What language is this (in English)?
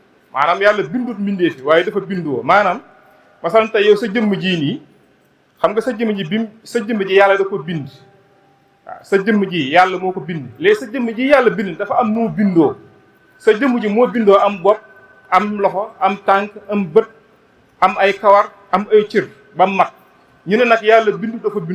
Wolof